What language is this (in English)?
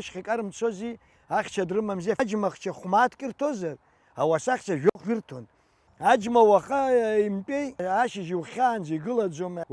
Abkhazian